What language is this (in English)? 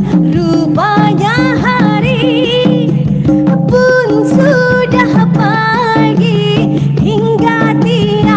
Banjar